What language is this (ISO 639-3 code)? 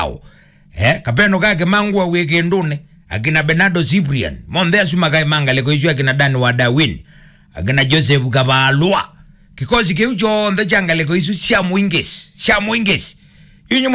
kam